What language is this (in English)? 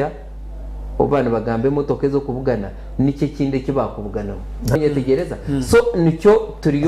Nyankole